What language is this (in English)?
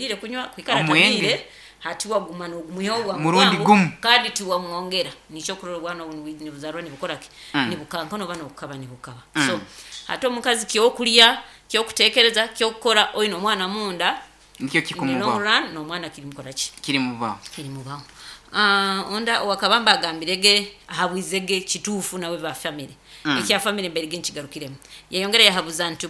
Nyoro